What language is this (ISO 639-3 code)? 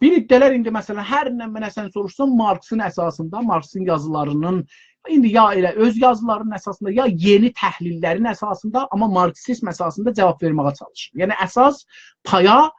azb